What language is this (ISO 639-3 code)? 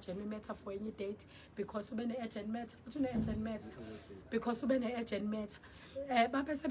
zul